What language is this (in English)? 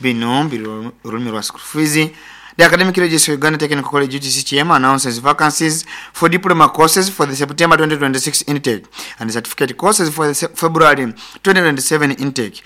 Nyoro